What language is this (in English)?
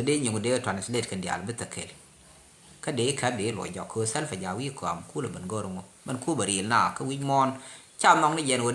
Nuer